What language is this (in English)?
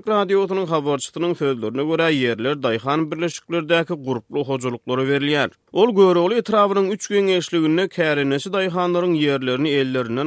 Turkmen